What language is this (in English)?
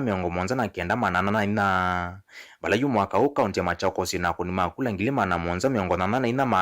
Kamba